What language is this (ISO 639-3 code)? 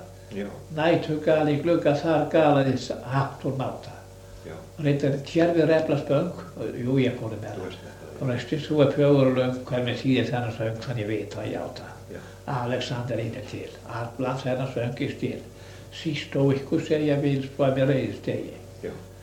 isl